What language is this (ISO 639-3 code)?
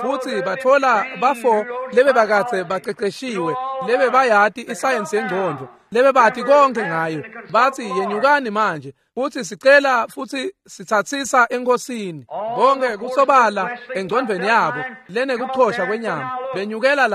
ssw